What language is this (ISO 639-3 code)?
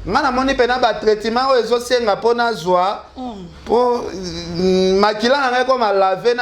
lin